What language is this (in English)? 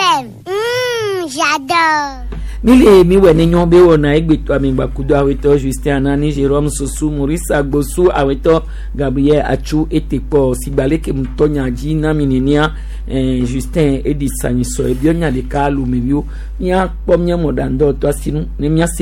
Gen